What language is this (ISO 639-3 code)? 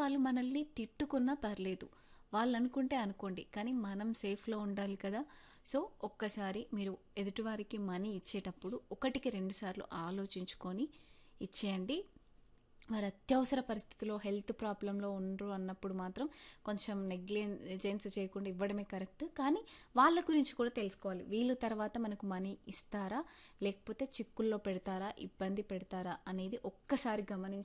tel